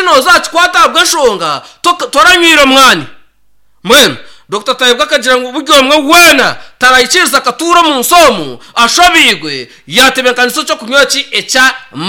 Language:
Nyankole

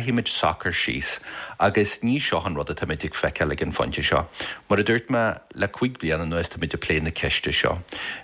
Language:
Irish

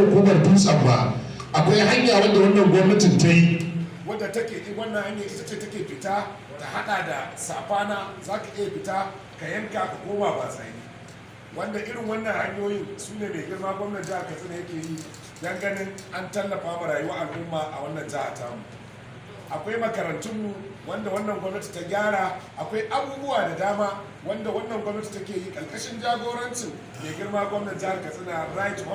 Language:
Hausa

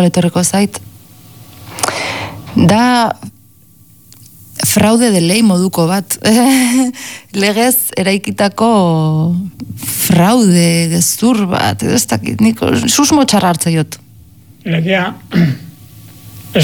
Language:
Basque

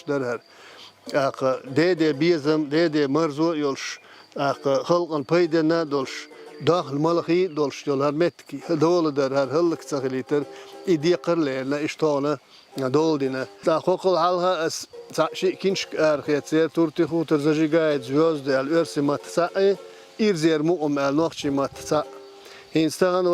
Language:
Chechen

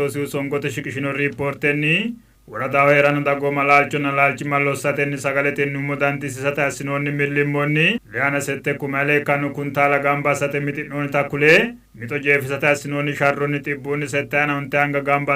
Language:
Sidamo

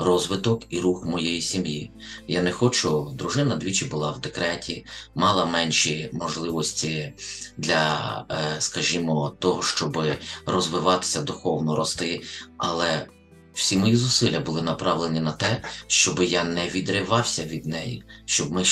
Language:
Ukrainian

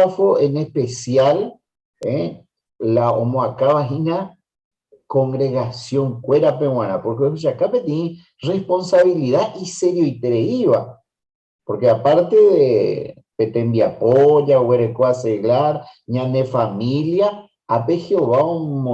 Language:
Guarani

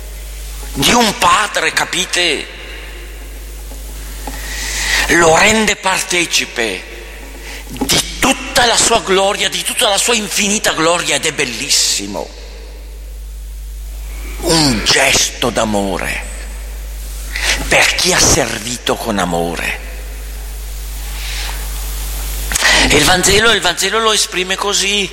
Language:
Italian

